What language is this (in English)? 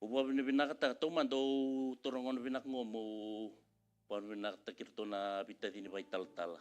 Fijian